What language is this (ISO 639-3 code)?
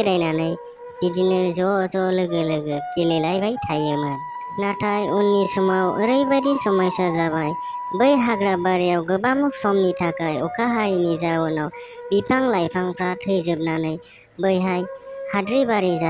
brx